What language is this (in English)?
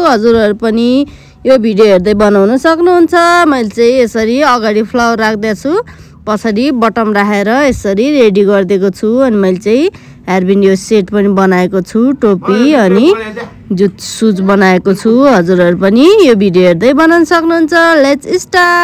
Nepali